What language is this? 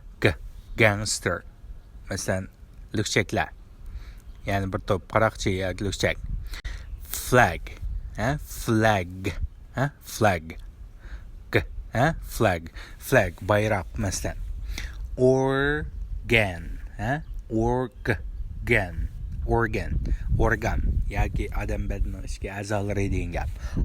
Uyghur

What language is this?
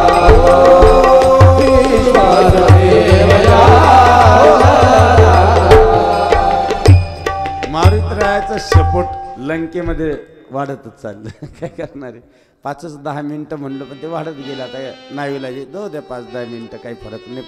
Marathi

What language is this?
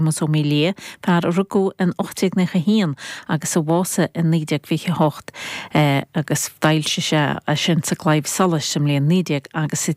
Irish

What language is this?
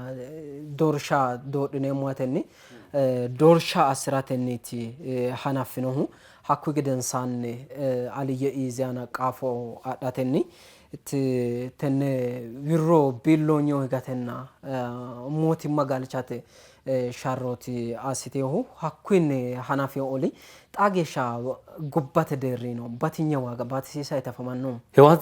Sidamo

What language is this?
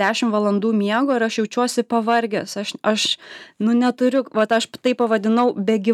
Lithuanian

